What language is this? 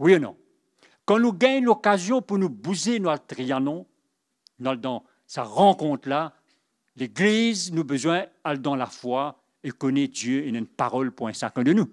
Morisyen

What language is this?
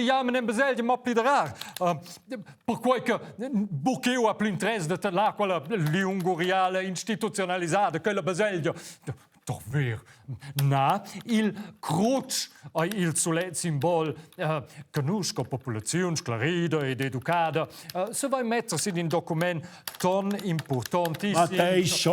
Romansh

